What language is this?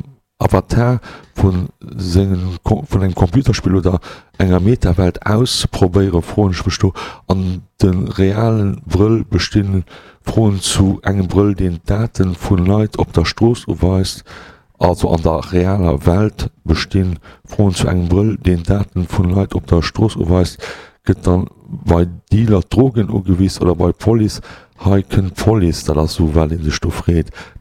Luxembourgish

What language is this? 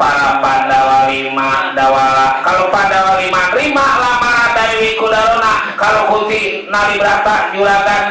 Betawi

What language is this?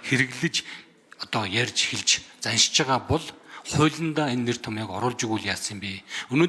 Mongolian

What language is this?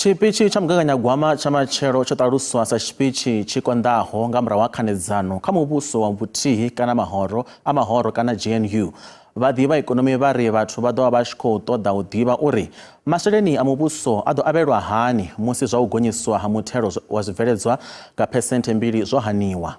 Venda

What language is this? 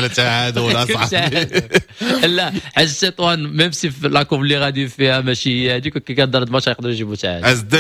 Moroccan Arabic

